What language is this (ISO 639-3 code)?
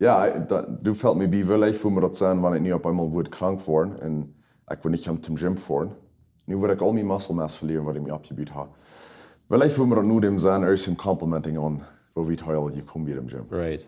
pdt